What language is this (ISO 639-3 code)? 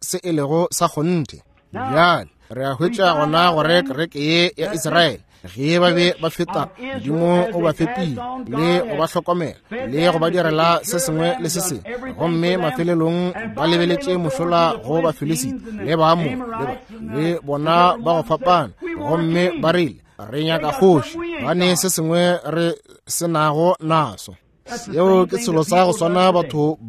nso